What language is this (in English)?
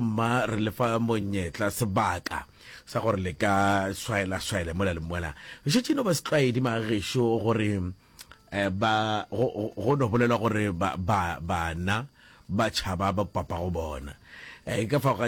Northern Sotho